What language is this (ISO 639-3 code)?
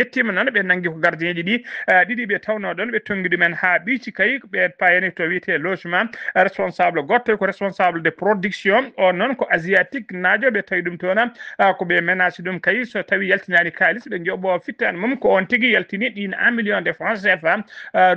ful